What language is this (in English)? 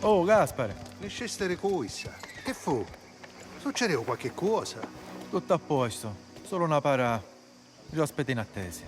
Sicilian